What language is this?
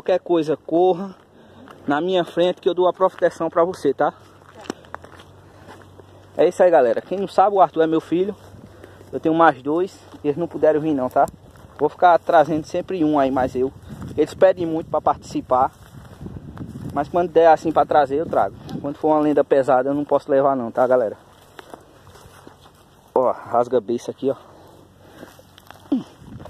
Portuguese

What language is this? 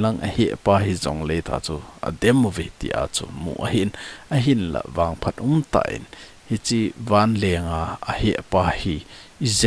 Thado Chin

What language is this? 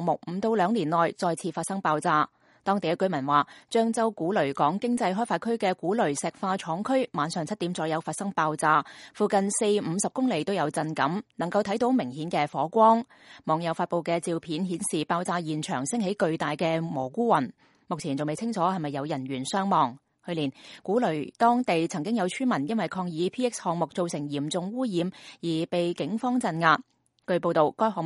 Cantonese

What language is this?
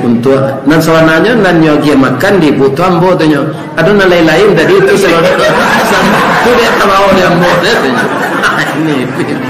Minangkabau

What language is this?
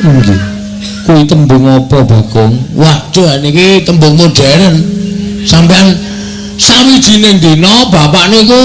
Javanese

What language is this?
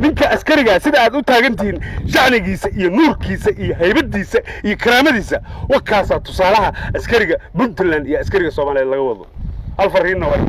Somali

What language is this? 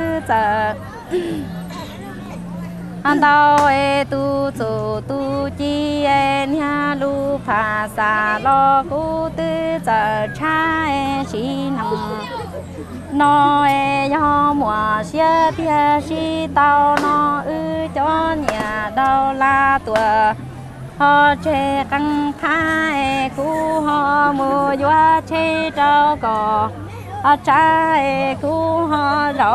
Vietnamese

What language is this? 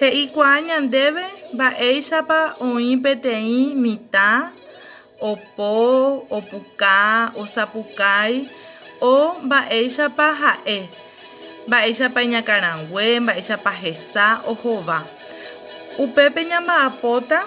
Guarani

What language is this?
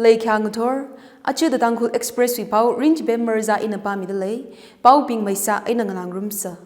Tangkhul Naga (India)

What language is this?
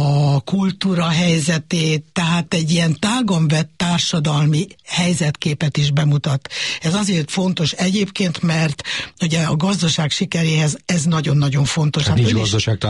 Hungarian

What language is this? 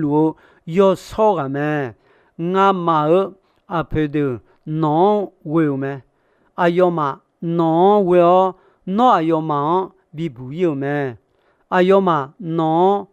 Akha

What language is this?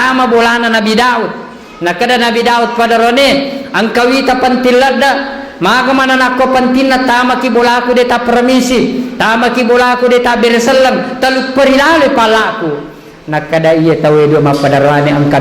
Buginese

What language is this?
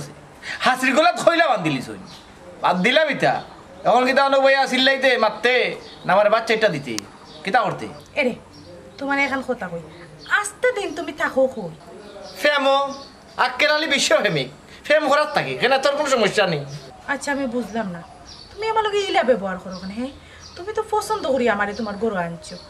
Sylheti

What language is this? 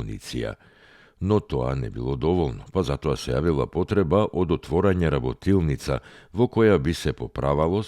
Macedonian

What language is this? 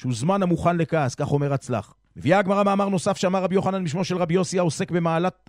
Hebrew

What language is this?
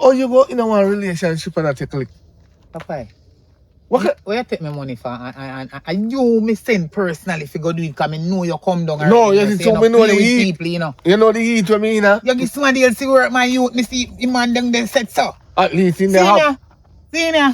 Jamaican Creole English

